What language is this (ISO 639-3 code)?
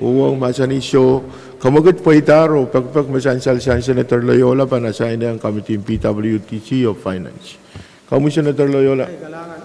pon